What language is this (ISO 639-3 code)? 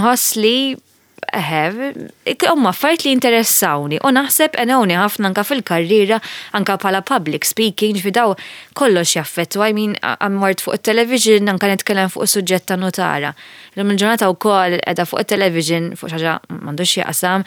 mlt